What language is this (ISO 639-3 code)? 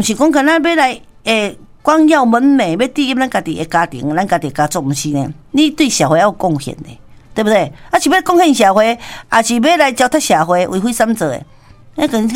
nan